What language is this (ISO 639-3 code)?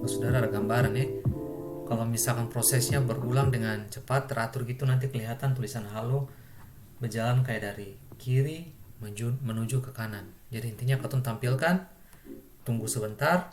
abs